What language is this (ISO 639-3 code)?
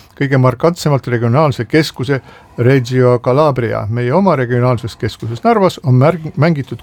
est